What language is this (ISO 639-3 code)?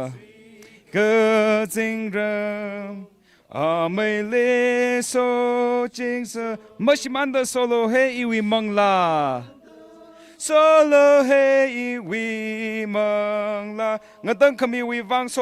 nmf